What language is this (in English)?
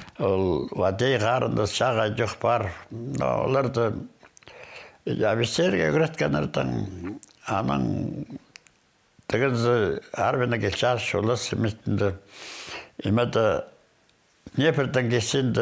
Khakas